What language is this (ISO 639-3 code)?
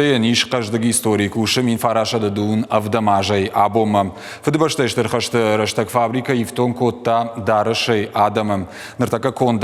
oss